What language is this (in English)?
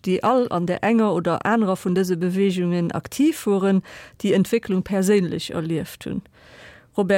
Luxembourgish